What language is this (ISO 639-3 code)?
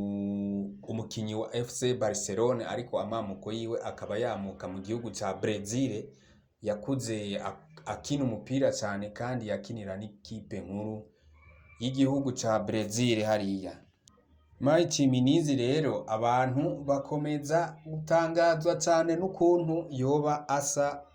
run